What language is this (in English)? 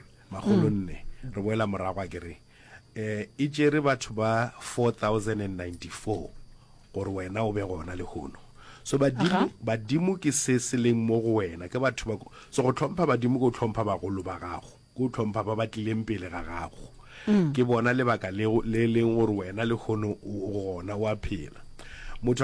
Northern Sotho